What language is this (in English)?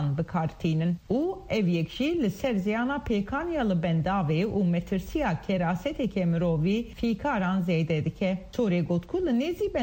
Kurdish